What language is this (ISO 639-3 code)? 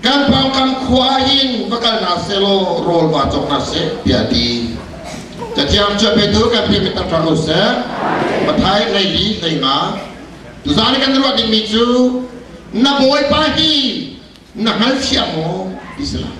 cnh